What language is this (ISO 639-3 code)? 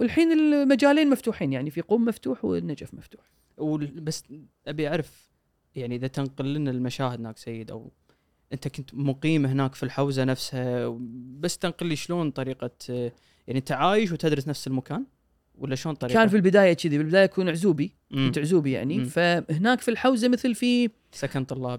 afb